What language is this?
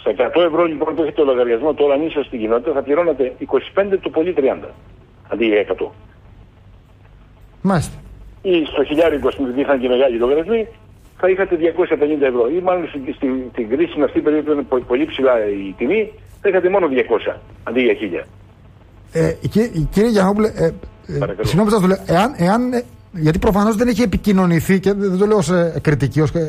Greek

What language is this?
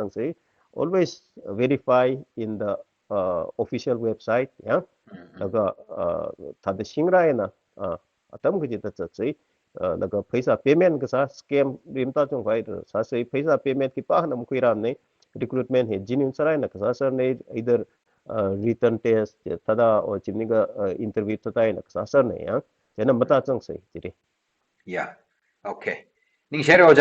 Tangkhul Naga (India)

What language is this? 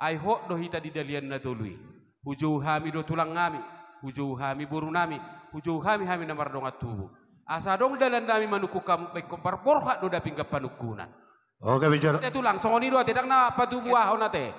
Batak Toba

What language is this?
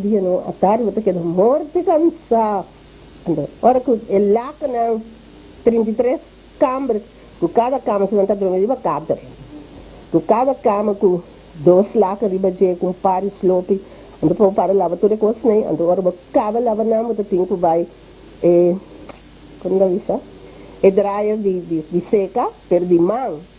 Papiamento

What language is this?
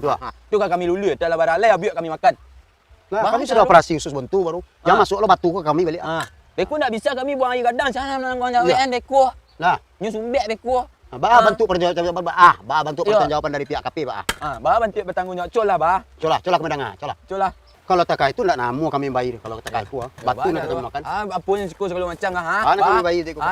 Minangkabau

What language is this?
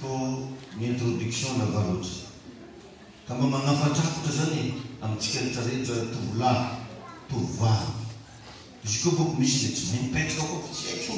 Malagasy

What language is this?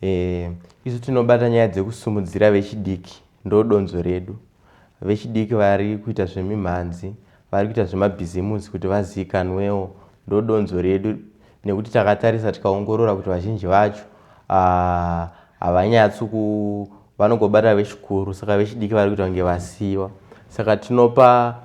Shona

